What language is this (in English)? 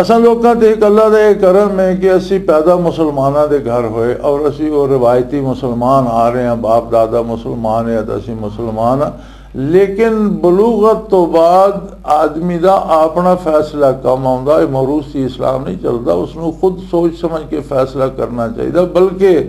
Western Panjabi